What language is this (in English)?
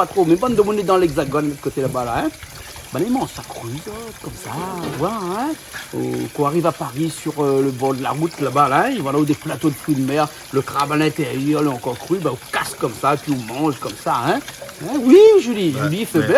Réunion Creole French